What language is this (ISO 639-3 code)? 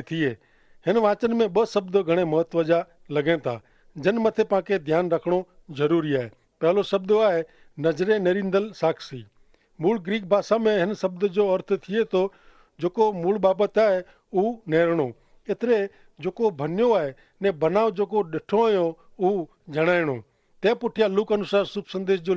kfr